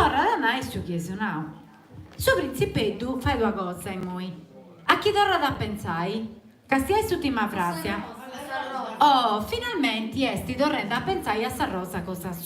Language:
Sardinian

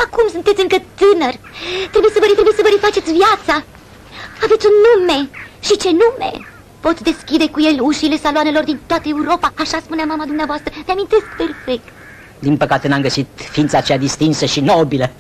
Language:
Romanian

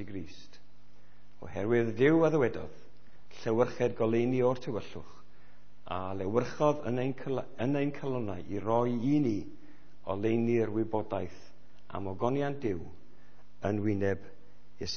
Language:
Welsh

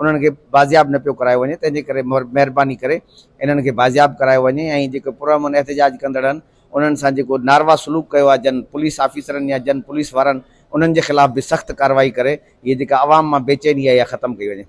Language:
Sindhi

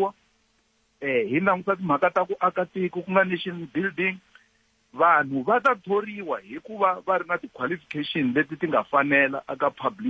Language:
Tsonga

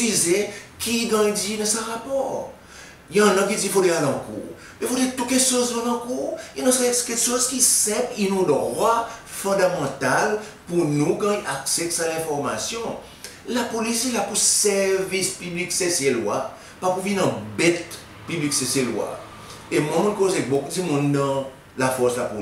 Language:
Seselwa Creole French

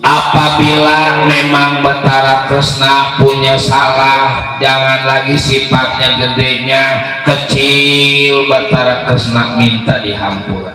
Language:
Betawi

